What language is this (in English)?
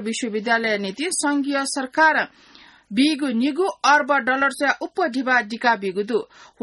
Newari